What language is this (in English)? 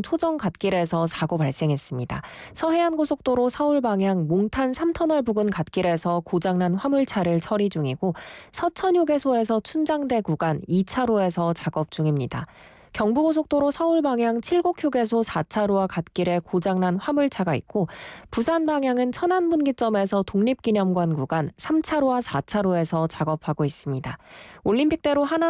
Korean